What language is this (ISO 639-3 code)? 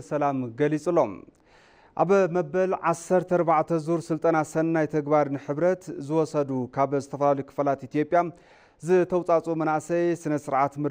tir